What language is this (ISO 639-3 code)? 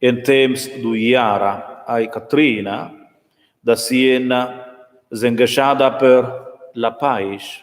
roh